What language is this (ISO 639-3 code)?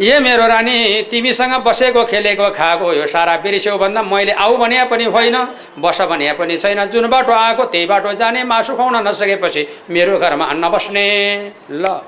nep